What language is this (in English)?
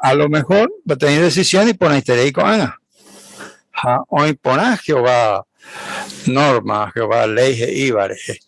Guarani